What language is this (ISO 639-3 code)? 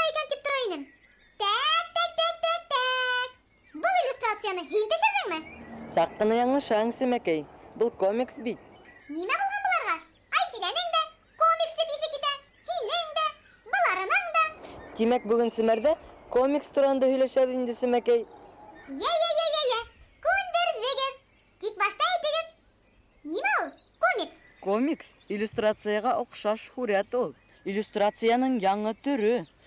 bak